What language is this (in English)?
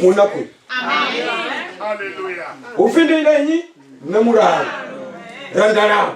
Venda